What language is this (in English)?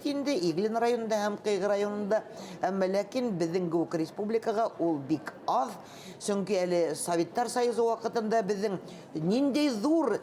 Bashkir